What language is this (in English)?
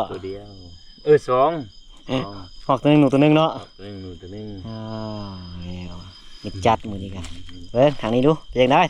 Lao